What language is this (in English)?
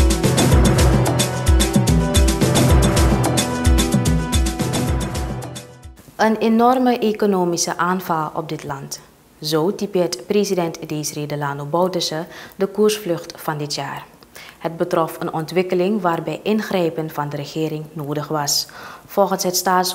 Dutch